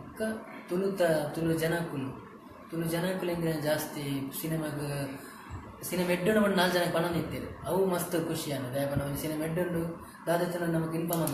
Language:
Tulu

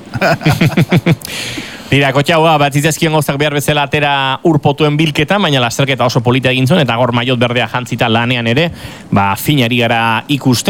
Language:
Basque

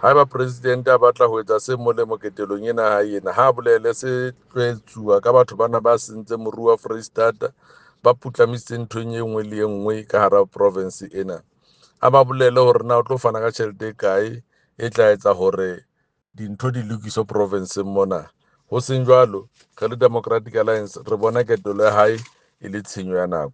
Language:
Southern Sotho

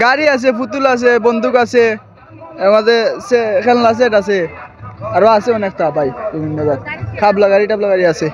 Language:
Sylheti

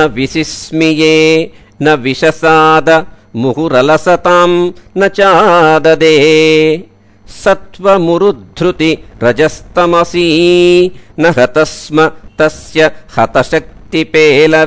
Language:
Sanskrit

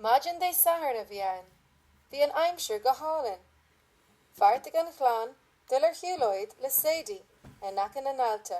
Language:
Irish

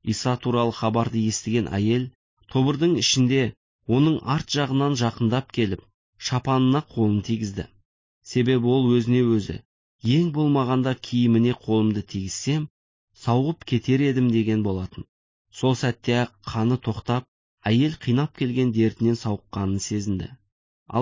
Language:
Kazakh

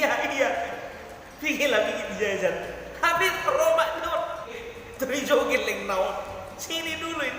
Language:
Batak Toba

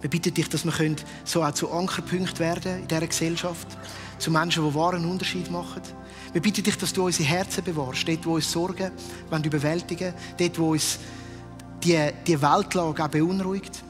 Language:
Swiss German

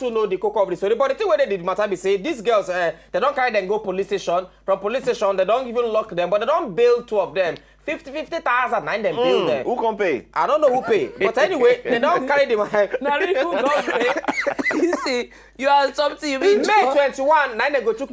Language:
Nigerian Pidgin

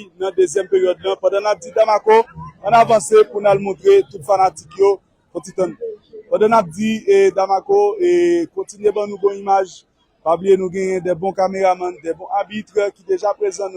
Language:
Haitian Creole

